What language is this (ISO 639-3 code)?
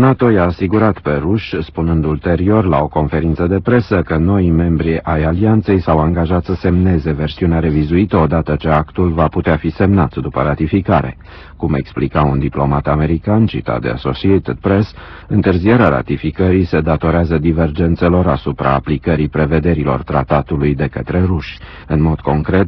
ron